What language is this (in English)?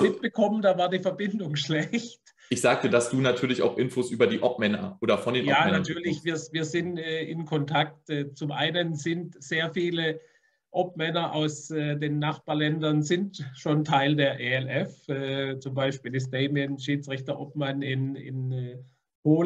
German